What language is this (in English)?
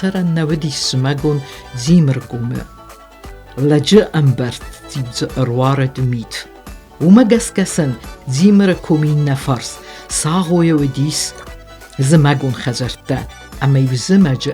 Ossetic